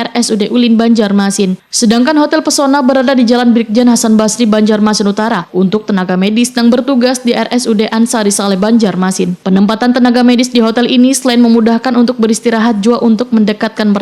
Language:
Banjar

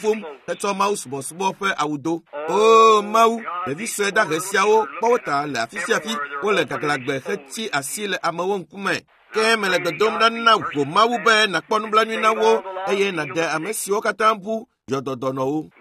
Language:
Ewe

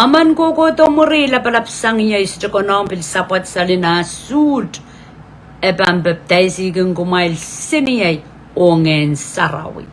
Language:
Pohnpeian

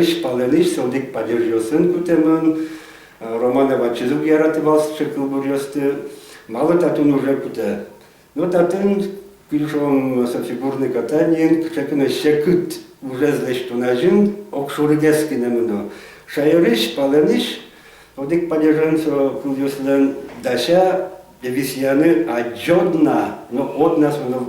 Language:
Udmurt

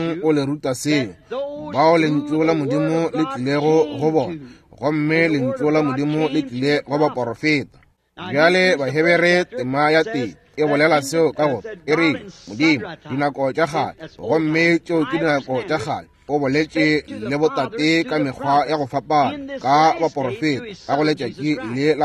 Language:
Northern Sotho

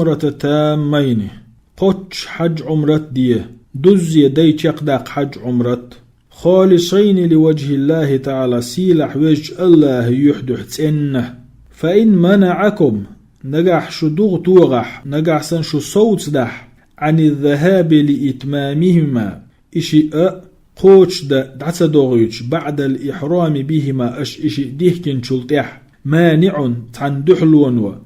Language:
Chechen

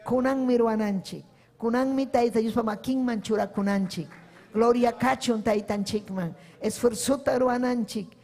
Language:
Ayacucho Quechua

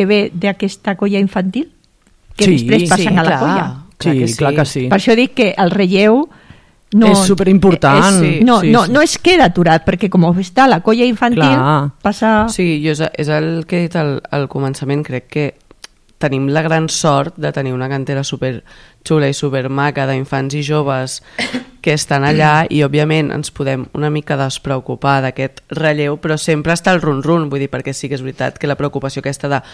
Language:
Catalan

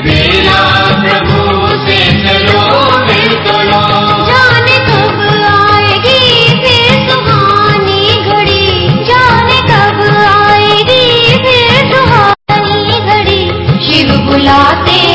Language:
Hindi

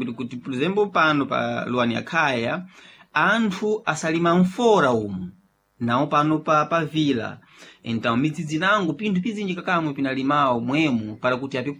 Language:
Sena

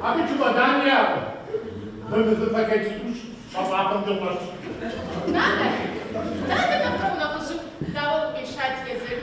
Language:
Kabardian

